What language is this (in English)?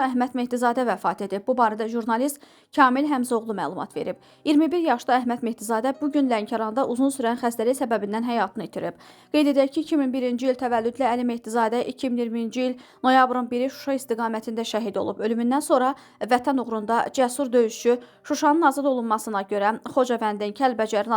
Azerbaijani